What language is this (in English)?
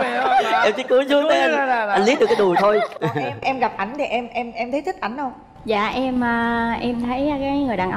Vietnamese